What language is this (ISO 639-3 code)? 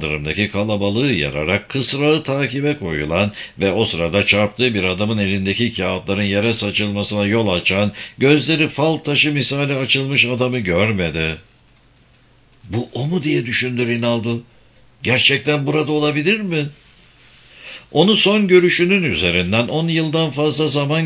tur